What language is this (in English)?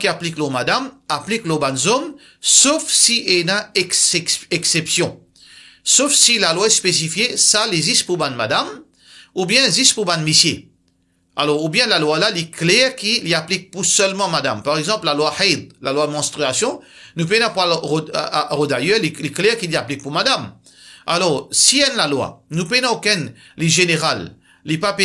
Morisyen